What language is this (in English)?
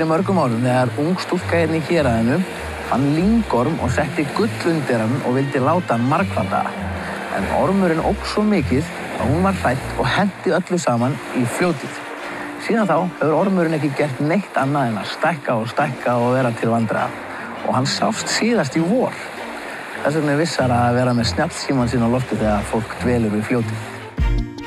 Icelandic